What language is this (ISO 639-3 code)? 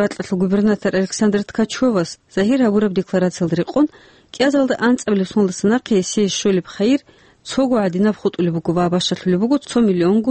ava